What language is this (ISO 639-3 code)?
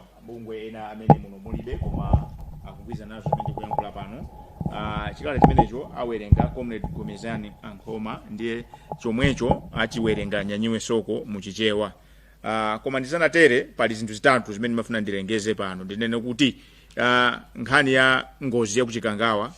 nya